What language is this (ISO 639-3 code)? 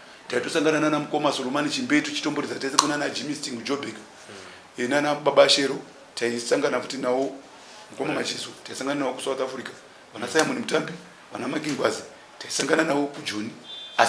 sna